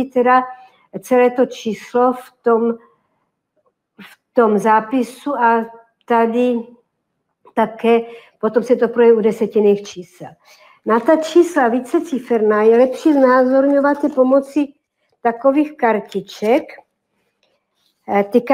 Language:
Czech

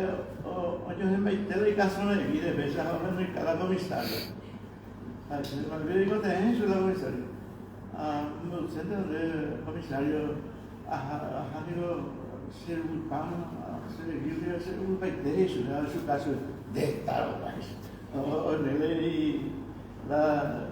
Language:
Guarani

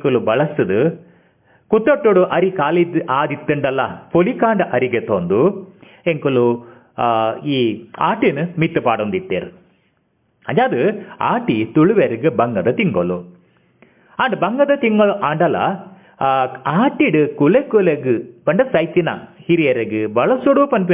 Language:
Tulu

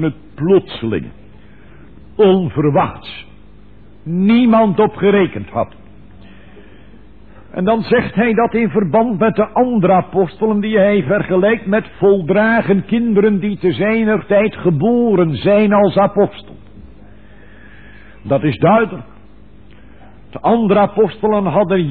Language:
Dutch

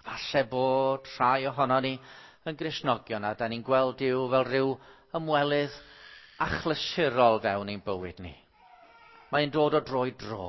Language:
Welsh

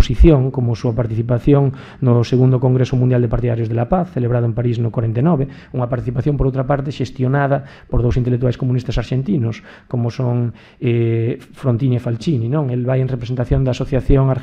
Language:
Galician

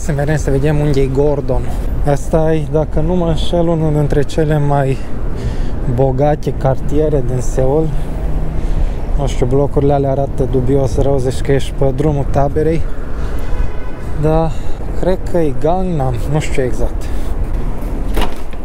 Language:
Romanian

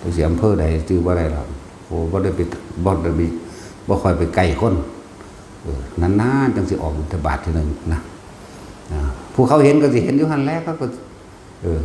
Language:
Northeastern Thai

